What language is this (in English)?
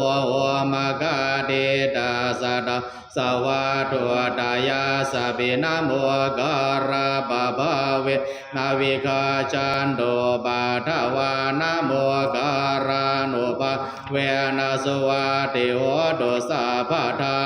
Pali